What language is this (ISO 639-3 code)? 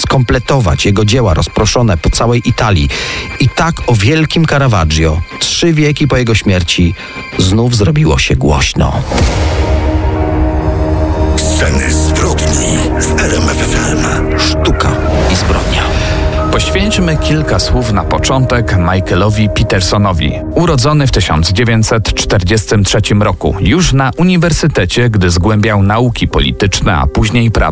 pol